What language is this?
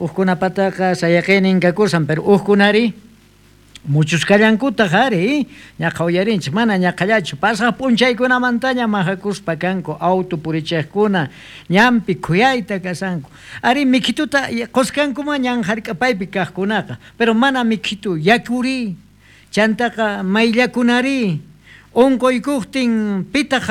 South Bolivian Quechua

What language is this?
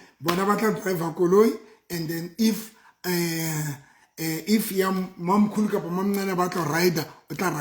Southern Sotho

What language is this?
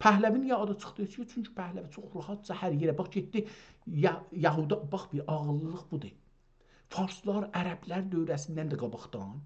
South Azerbaijani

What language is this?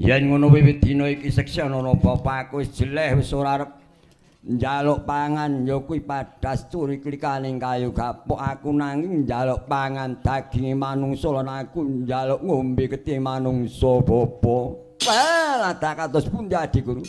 Javanese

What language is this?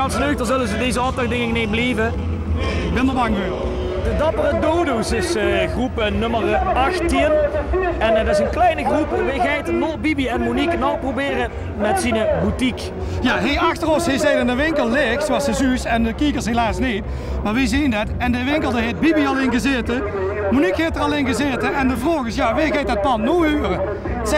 Limburgish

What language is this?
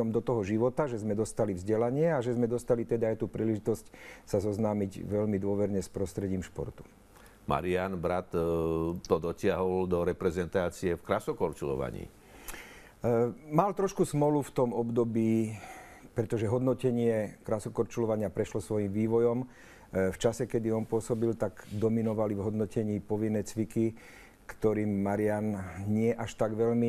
Slovak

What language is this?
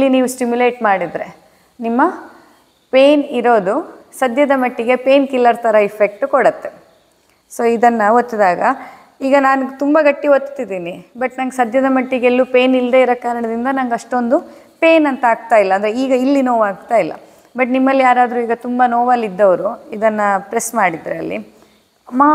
Kannada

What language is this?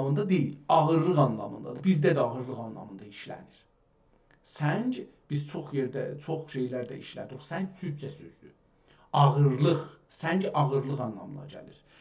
South Azerbaijani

